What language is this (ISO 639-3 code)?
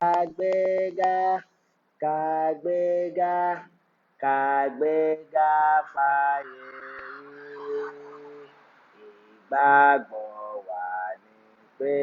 yor